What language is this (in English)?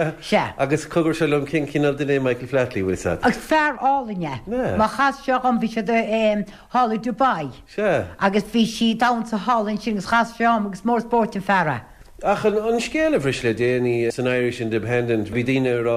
Irish